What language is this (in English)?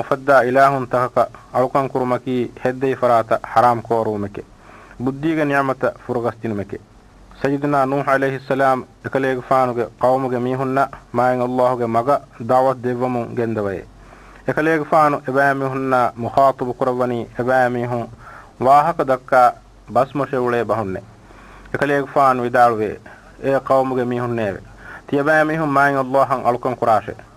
Divehi